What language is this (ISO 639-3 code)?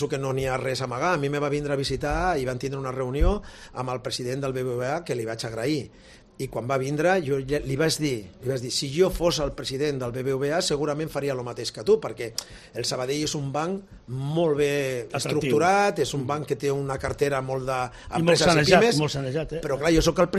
cat